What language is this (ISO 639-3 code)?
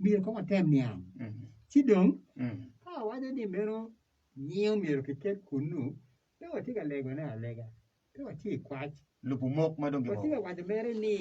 ach